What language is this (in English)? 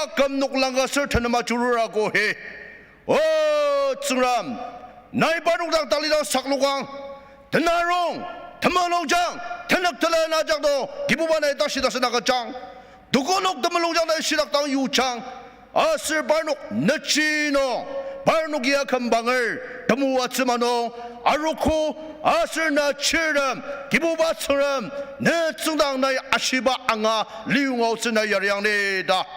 Ao Naga